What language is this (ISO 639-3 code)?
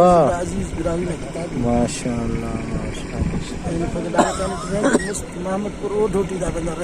brh